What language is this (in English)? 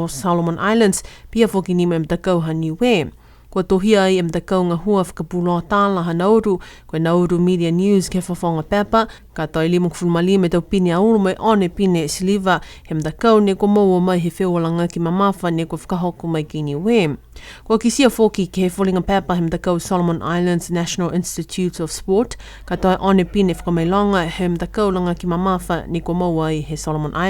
Niuean